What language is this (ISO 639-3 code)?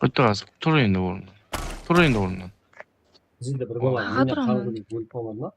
kaa